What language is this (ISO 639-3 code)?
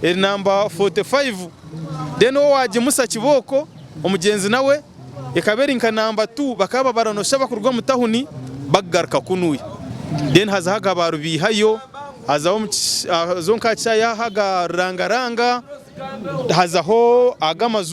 nyn